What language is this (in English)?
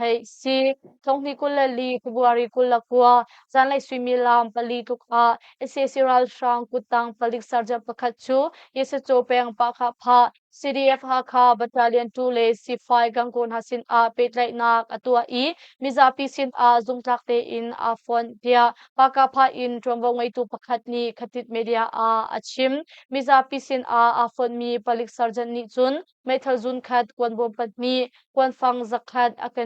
Hakha Chin